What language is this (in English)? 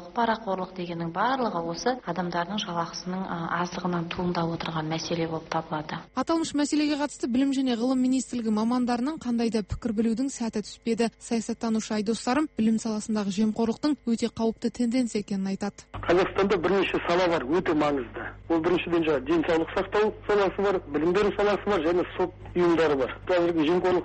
Kazakh